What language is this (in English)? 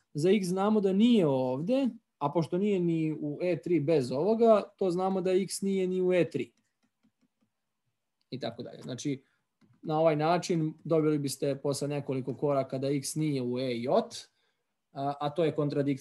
Serbian